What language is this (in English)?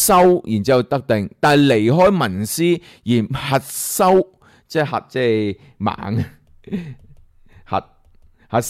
Cantonese